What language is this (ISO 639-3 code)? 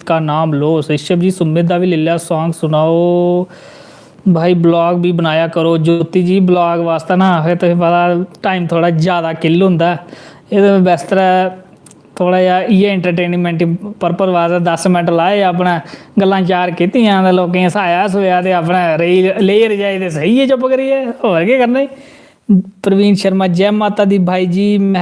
doi